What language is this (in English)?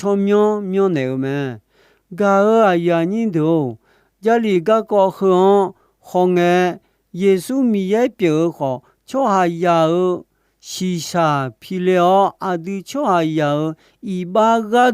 Akha